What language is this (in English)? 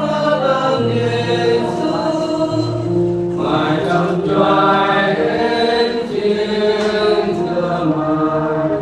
Central Mnong